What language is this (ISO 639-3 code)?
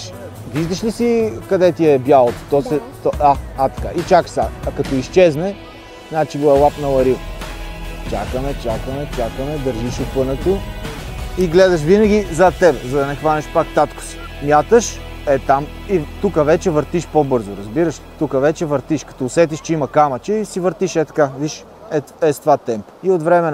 bul